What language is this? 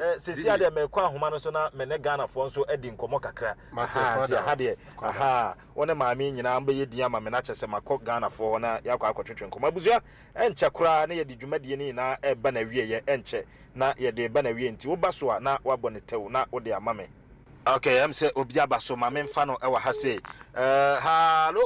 Akan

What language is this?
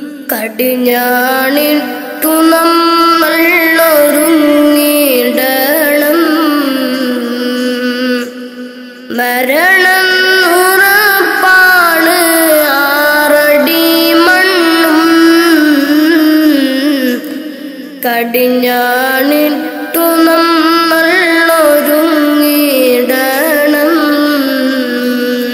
Malayalam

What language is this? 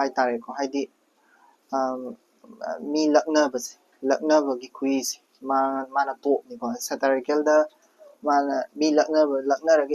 Manipuri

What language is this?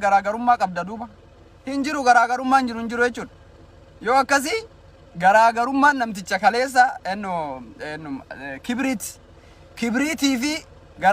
Oromo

